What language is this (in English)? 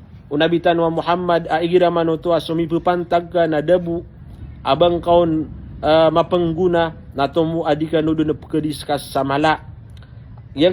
Maranao